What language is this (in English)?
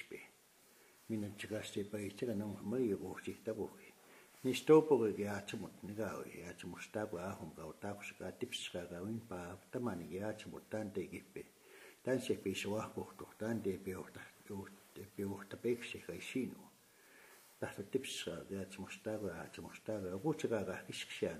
Plains Cree